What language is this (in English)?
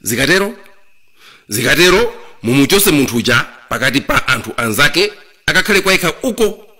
Nyanja